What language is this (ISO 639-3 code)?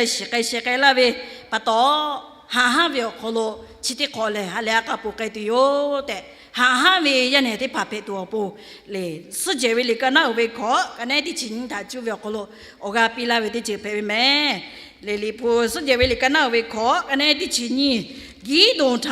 lhu